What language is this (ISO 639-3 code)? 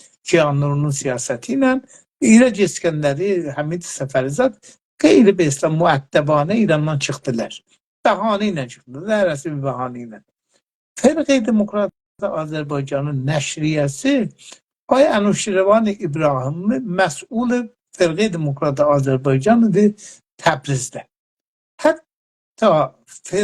azb